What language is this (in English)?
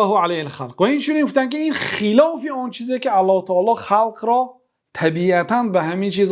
Persian